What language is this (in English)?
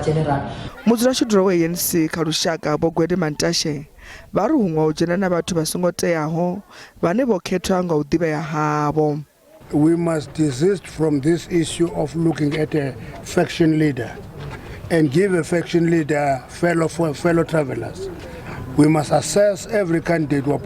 Venda